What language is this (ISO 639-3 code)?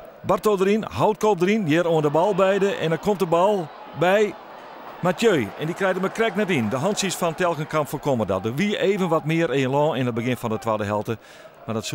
fry